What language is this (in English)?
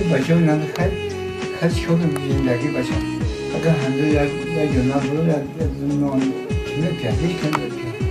Tajik